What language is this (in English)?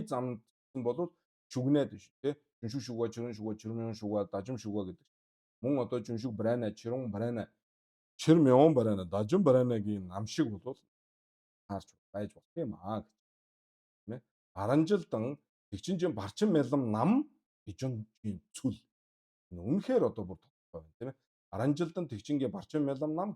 Mongolian